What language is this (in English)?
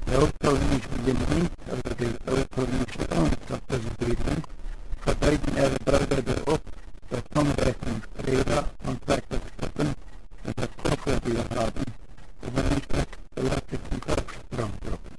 Plautdietsch